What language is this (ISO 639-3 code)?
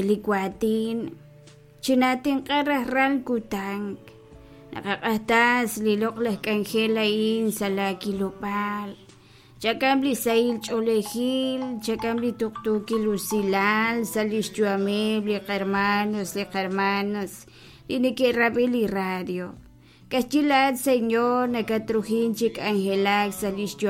kek